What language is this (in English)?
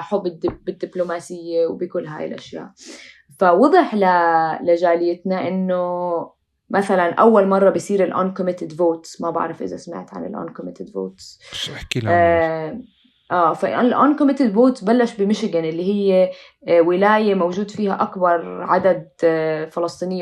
North Levantine Arabic